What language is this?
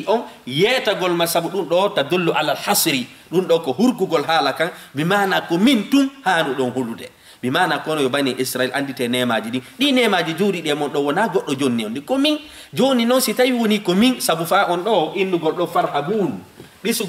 Fula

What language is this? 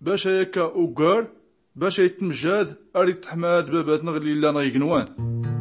Tachelhit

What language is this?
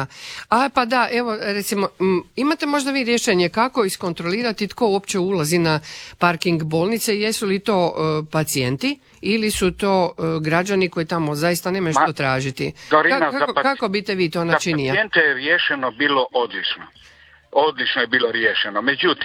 Croatian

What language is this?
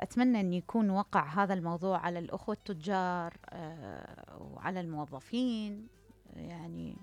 Mesopotamian Arabic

